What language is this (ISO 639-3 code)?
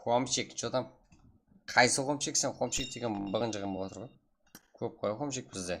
kaa